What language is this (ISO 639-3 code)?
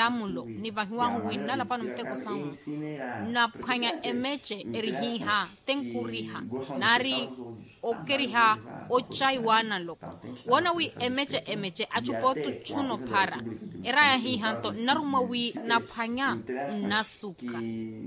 vmw